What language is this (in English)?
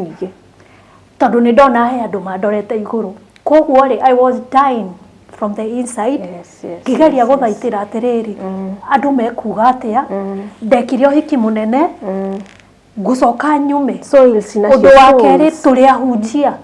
Kikuyu